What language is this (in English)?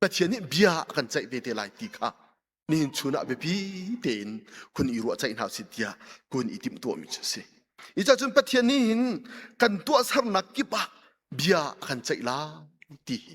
Hakha Chin